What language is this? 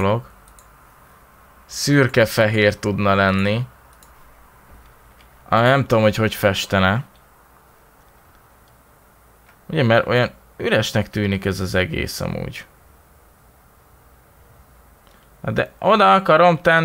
Hungarian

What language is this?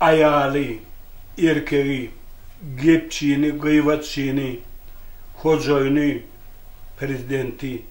Turkmen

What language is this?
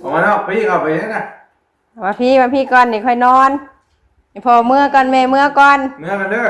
Northeastern Thai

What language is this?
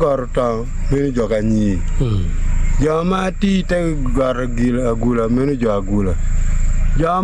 Acoli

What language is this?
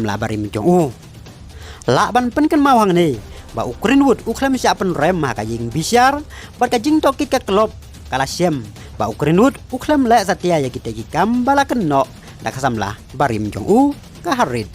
Khasi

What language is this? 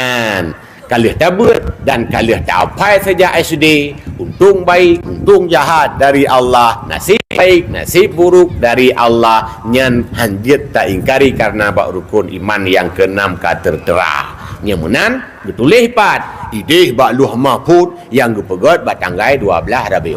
Achinese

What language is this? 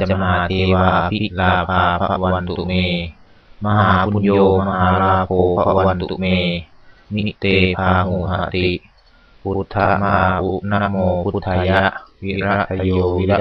Pali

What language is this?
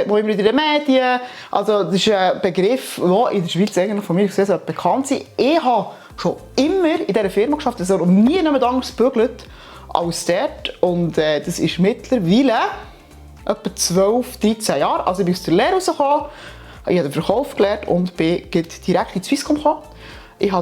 Swiss German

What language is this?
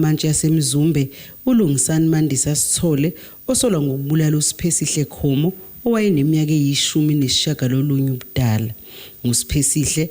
Zulu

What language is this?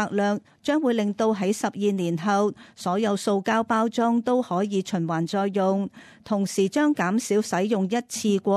Cantonese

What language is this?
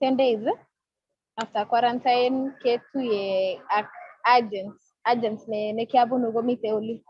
Kalenjin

